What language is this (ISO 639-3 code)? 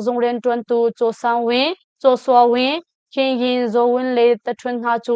cnh